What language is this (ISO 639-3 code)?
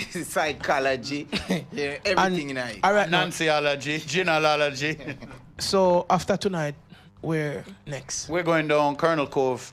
jam